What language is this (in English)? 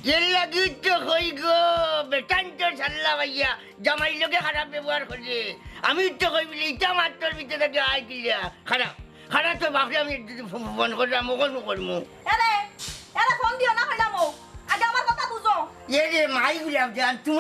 Sylheti